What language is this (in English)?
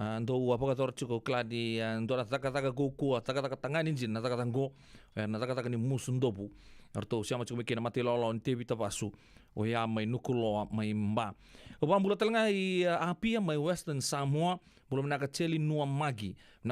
Fijian